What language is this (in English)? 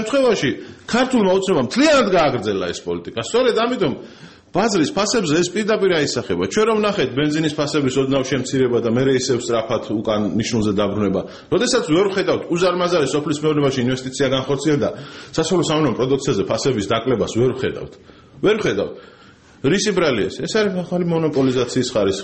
Georgian